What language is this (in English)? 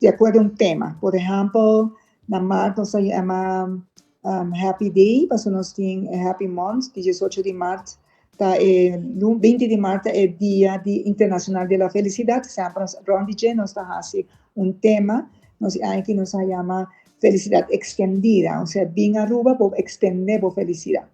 Papiamento